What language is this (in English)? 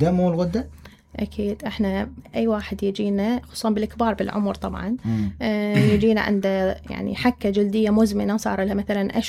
Mesopotamian Arabic